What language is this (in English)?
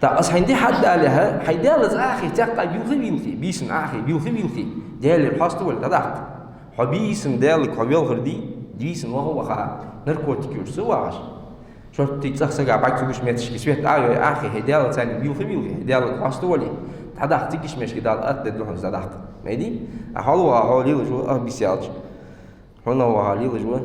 Ingush